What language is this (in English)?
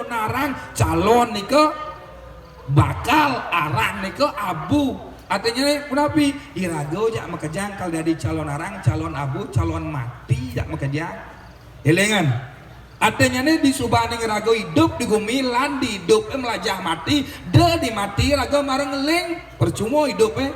Balinese